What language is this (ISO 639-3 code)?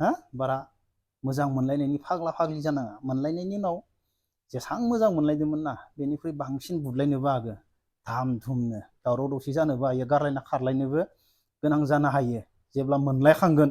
brx